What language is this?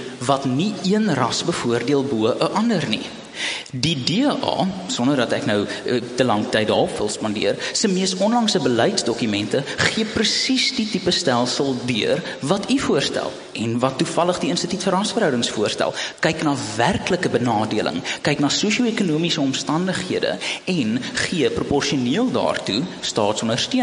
Afrikaans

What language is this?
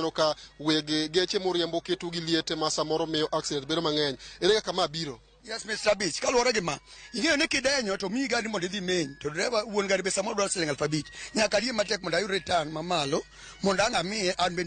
Luo (Kenya and Tanzania)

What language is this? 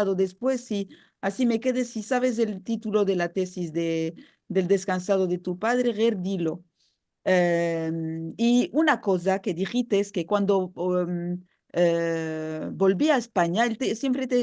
Ladino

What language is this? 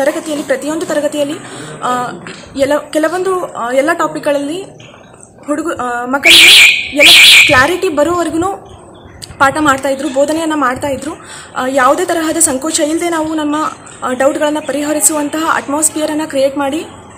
Kannada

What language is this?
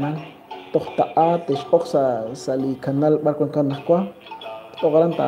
Kekchí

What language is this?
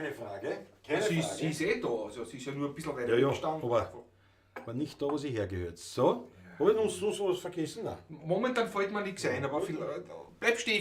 Bavarian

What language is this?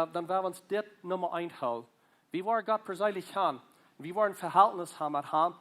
Plautdietsch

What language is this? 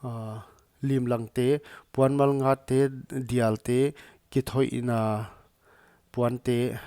Paite Chin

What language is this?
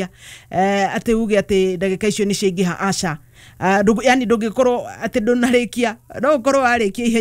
Kikuyu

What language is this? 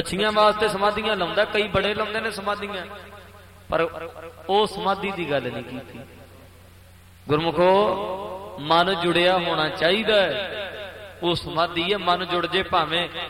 Punjabi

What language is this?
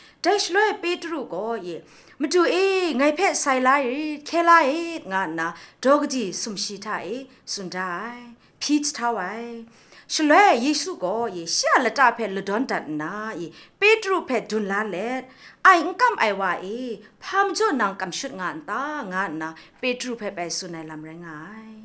Kachin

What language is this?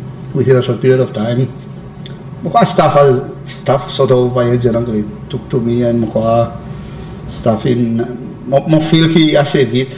Seselwa Creole French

